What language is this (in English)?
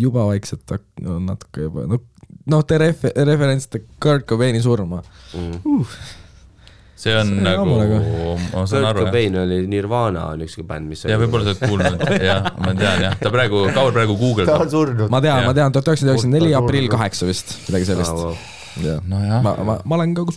Estonian